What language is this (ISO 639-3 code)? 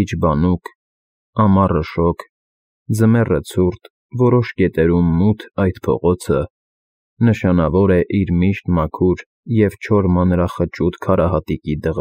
hye